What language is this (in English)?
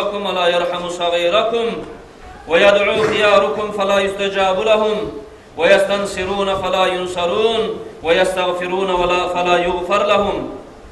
Kumyk